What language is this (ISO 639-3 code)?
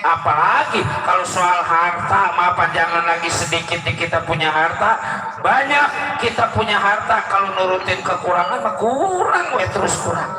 bew